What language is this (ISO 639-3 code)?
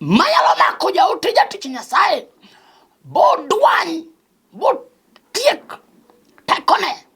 luo